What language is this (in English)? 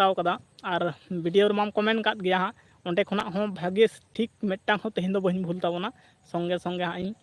Santali